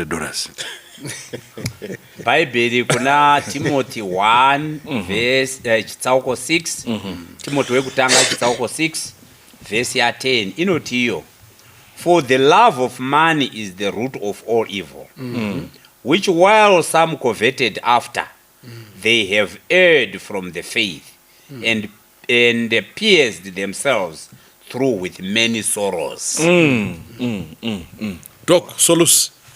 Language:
Shona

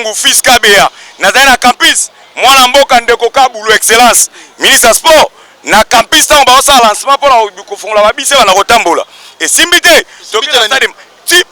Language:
Lingala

